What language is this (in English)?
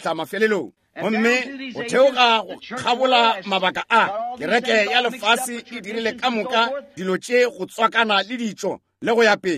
Northern Sotho